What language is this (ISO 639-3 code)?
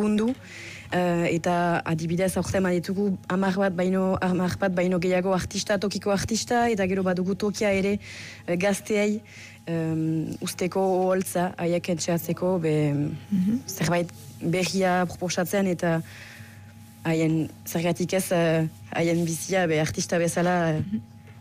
eus